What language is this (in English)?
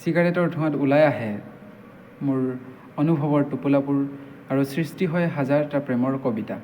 Assamese